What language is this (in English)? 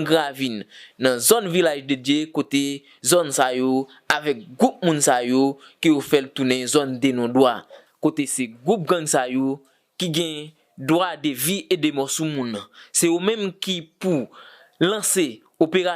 Haitian Creole